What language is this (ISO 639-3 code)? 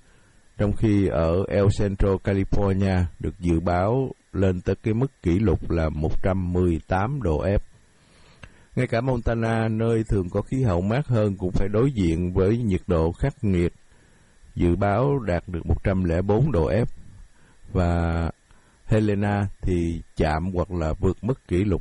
vie